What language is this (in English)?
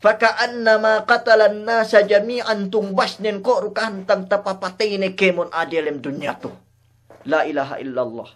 Yakan